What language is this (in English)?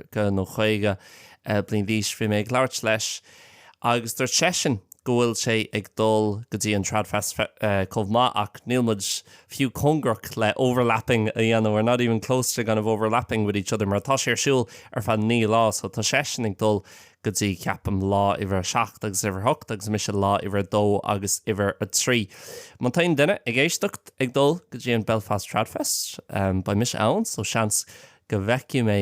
Irish